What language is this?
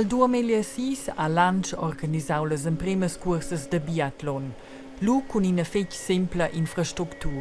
Romansh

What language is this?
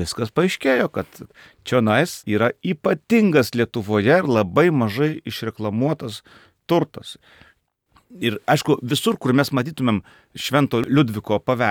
Lithuanian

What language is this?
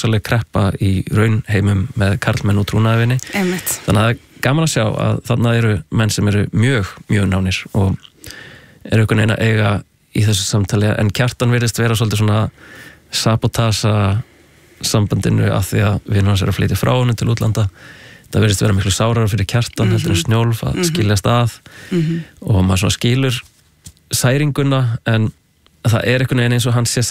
Icelandic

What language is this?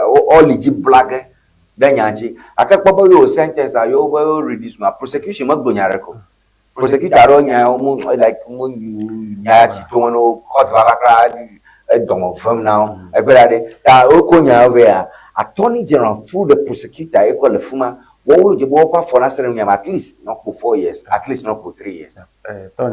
Ewe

